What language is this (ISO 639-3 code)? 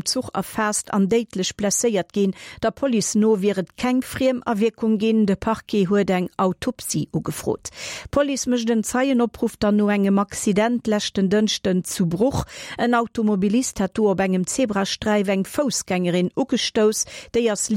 ltz